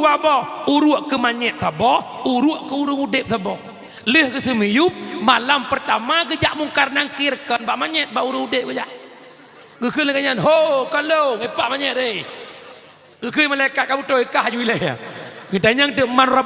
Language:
Achinese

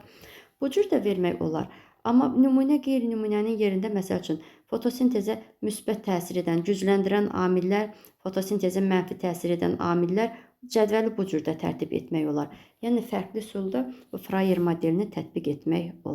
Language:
Azerbaijani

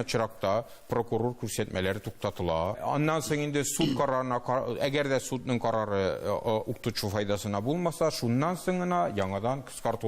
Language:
Tatar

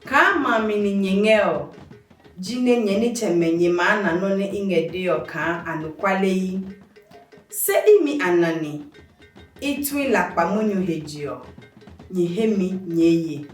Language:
Adangme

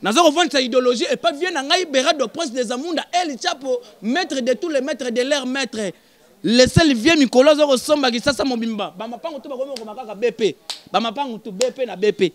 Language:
Lingala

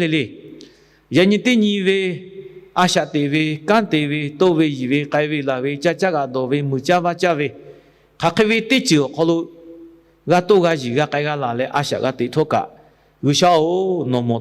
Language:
Lahu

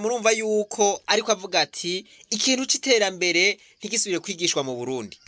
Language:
Rundi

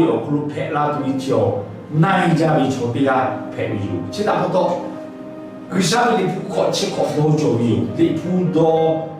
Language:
Lahu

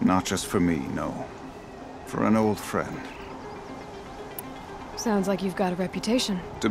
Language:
English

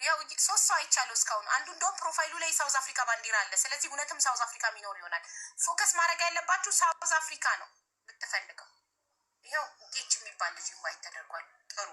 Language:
Amharic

